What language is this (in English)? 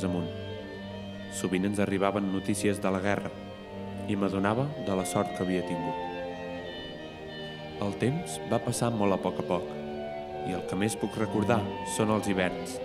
Catalan